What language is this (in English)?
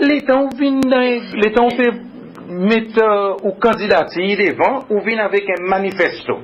Seselwa Creole French